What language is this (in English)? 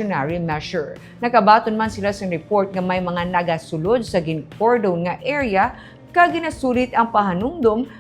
Hiligaynon